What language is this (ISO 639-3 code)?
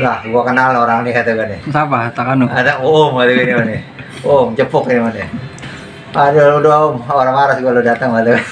bew